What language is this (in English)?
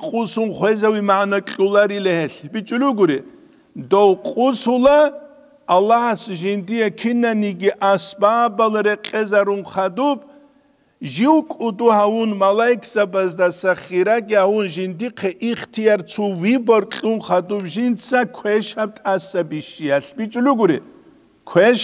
Avaric